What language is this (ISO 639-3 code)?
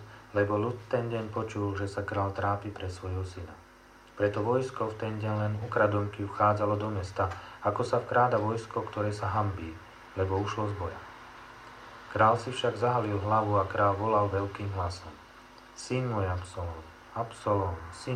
slk